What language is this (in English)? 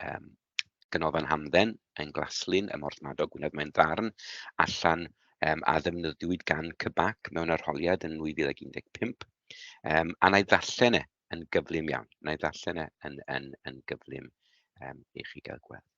Welsh